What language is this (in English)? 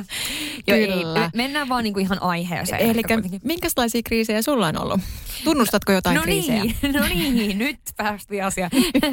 Finnish